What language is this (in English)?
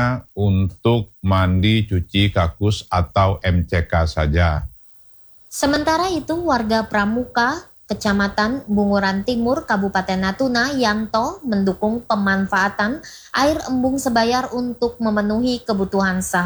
Indonesian